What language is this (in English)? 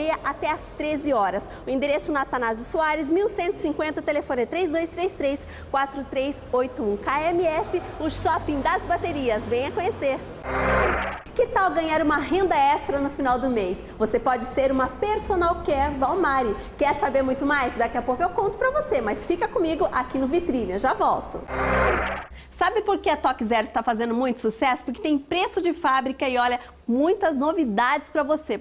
Portuguese